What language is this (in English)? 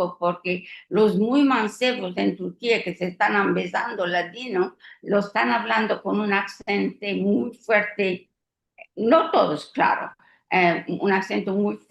Ladino